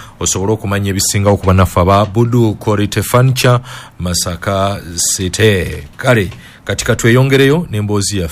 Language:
Ganda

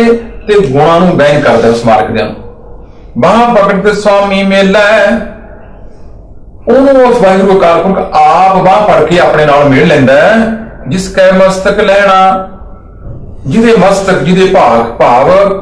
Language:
Punjabi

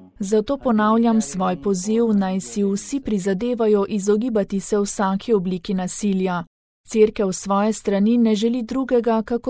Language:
Slovenian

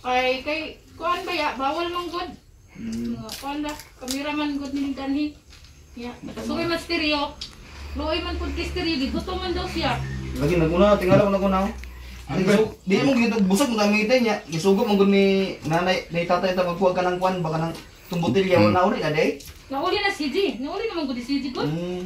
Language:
Cebuano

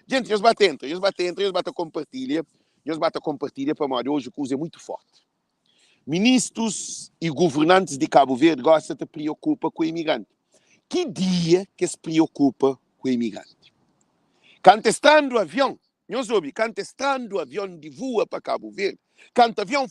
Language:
Kabuverdianu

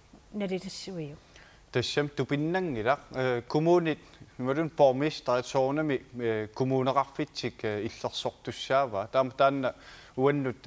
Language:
Kalaallisut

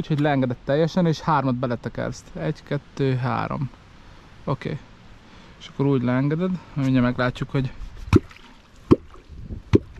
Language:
Hungarian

